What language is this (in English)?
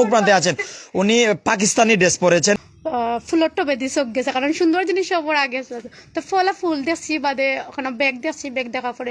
Sylheti